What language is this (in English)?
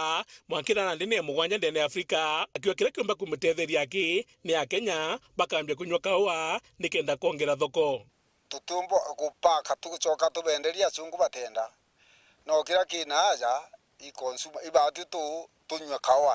Meru